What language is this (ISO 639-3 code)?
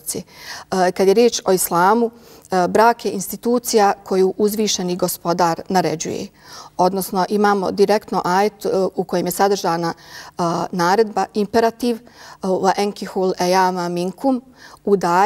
bos